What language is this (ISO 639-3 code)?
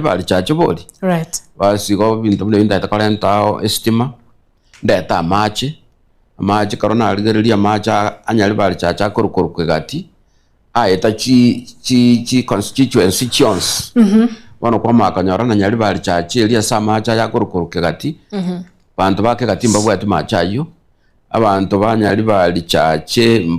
guz